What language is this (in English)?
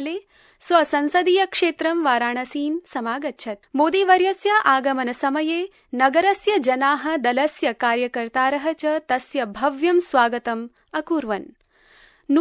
Sanskrit